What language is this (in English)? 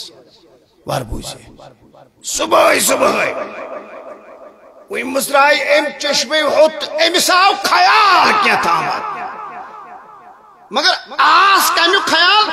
Kashmiri